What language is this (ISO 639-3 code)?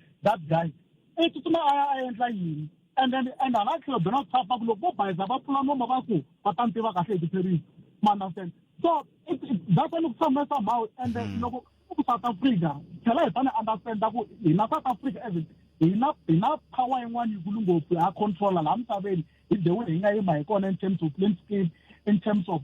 tso